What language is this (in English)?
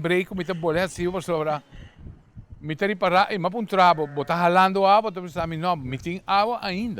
Papiamento